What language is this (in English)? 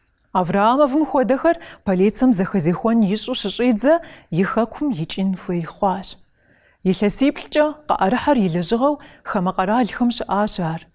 Kabardian